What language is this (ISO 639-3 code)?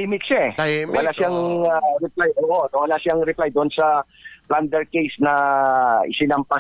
fil